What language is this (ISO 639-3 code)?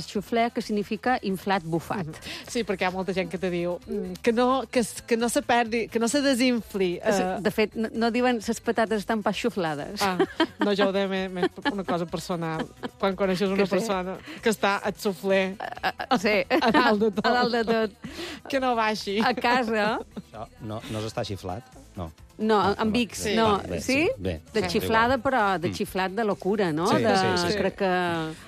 cat